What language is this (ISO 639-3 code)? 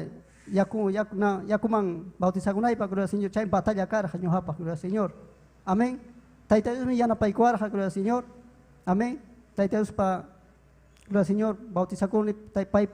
quy